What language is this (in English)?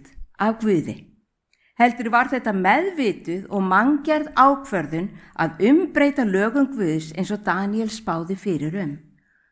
Icelandic